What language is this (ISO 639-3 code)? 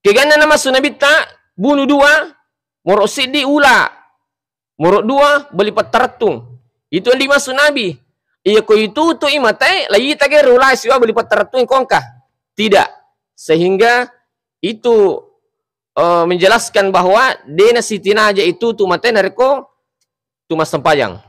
bug